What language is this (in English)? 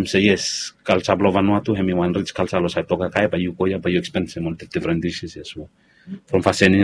Bislama